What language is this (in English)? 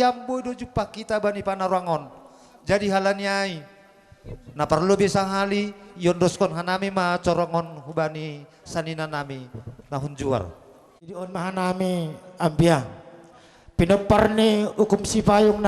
Batak Simalungun